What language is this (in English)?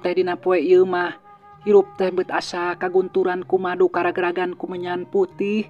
Sundanese